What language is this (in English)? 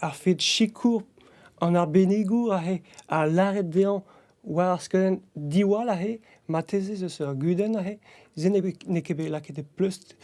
Breton